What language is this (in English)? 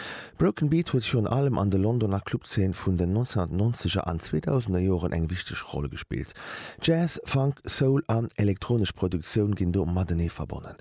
Luxembourgish